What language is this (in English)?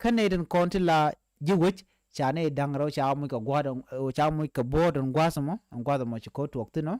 Nuer